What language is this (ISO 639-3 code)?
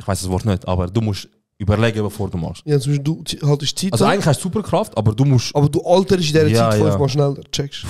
gsw